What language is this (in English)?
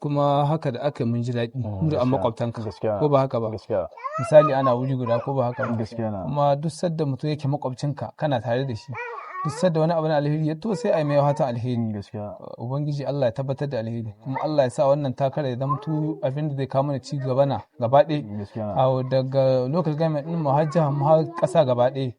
Hausa